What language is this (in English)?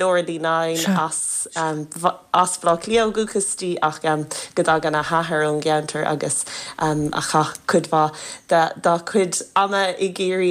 Irish